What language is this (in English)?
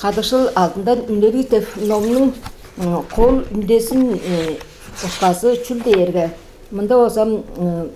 Tuvinian